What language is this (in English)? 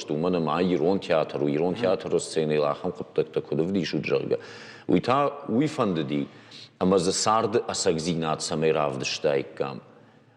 Ossetic